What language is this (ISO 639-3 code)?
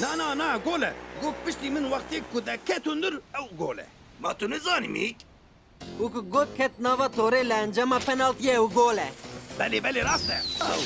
kur